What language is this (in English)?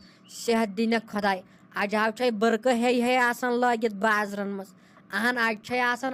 Kashmiri